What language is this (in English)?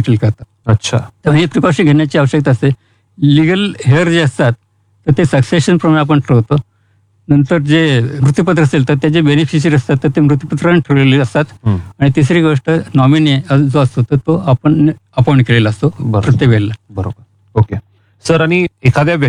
Marathi